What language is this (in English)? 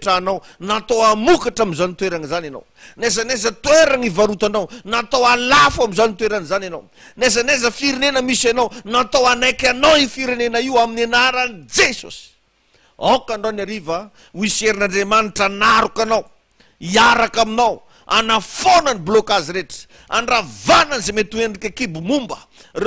Malagasy